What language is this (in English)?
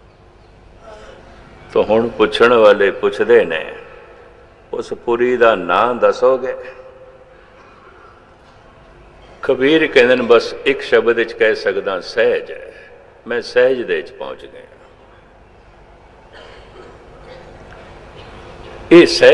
Punjabi